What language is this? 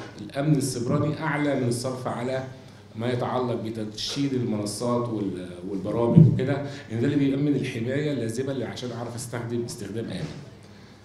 Egyptian Arabic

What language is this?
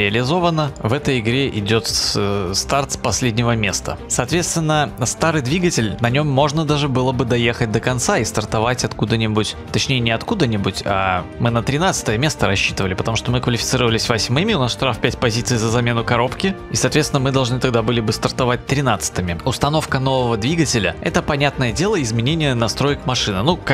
Russian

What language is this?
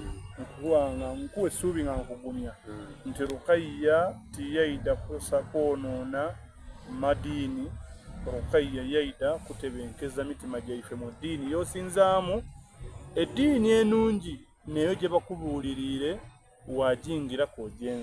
Soga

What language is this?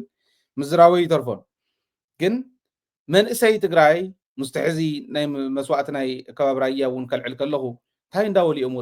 Tigrinya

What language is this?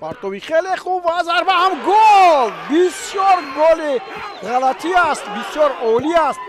Tajik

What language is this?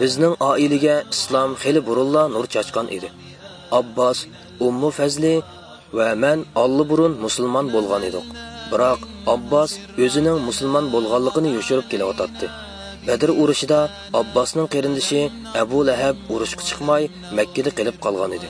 Uyghur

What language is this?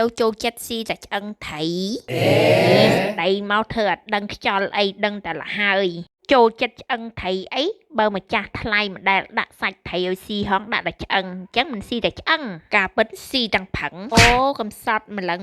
Khmer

